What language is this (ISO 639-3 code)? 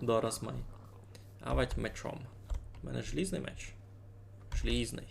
rue